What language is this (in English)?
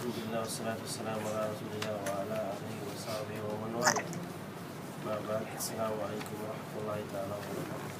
Tausug